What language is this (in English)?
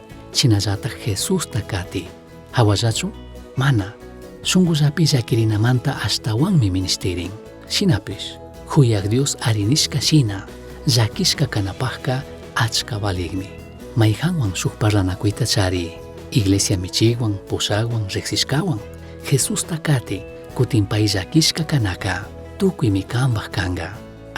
Chimborazo Highland Quichua